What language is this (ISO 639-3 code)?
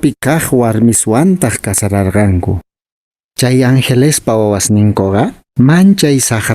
que